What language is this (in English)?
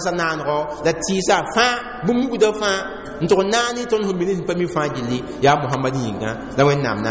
Mossi